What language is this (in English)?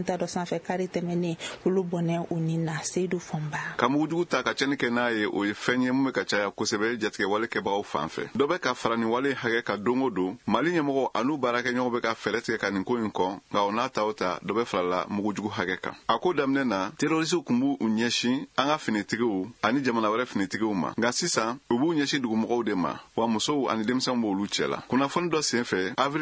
Bambara